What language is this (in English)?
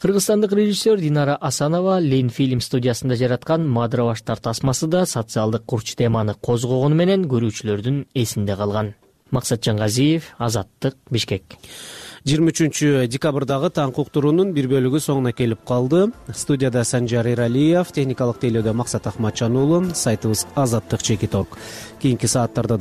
Kyrgyz